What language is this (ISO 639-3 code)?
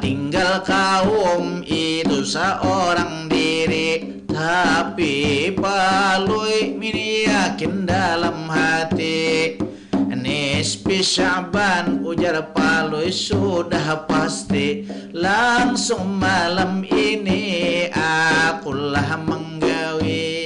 bjn